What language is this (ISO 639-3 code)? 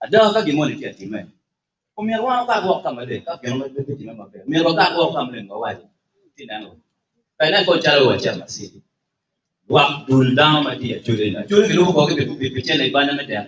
ach